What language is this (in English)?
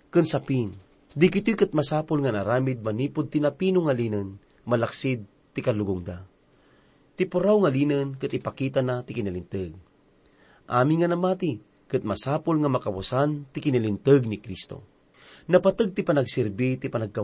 Iloko